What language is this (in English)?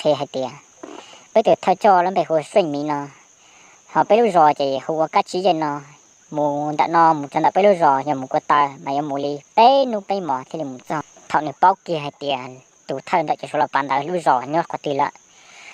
Hmong